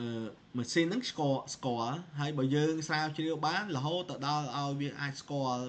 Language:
Khmer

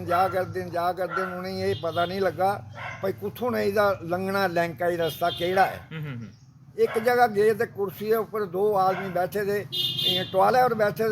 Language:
Dogri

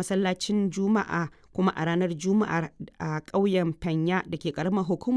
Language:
Hausa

